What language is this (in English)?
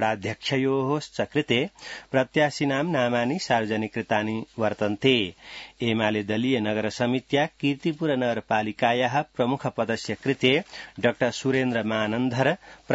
Sanskrit